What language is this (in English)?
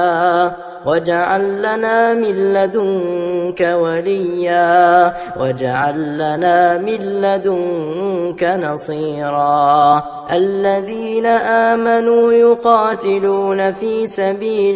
Arabic